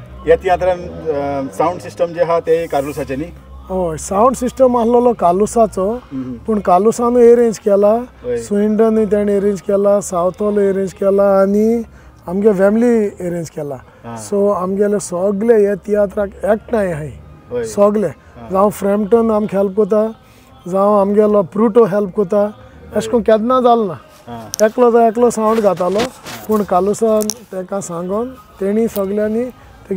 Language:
Konkani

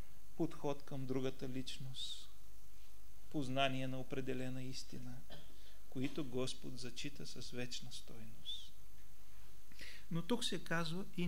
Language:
Bulgarian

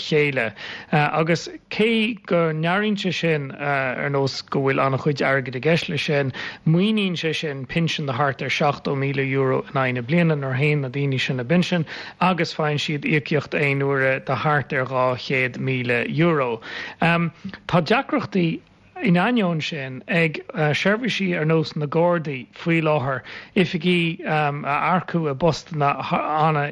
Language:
Irish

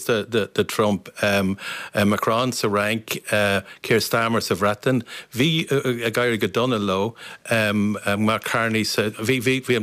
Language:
Irish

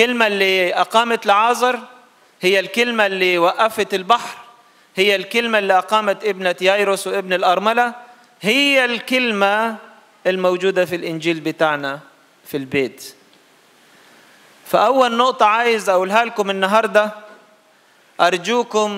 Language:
Egyptian Arabic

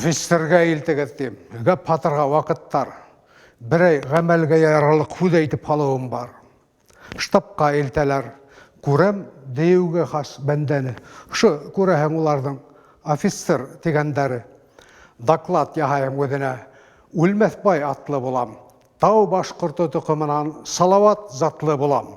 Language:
Bashkir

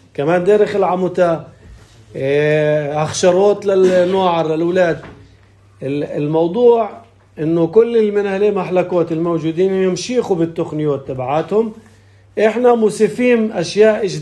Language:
North Levantine Arabic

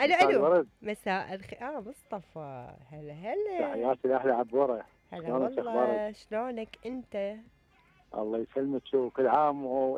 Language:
Mesopotamian Arabic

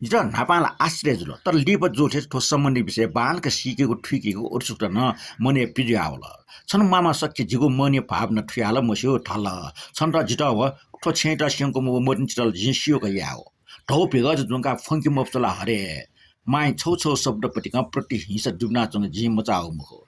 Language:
Newari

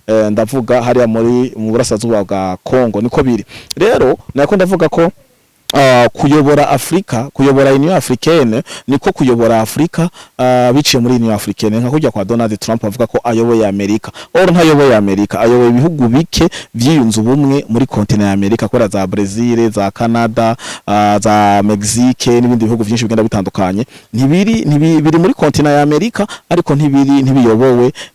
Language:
Rundi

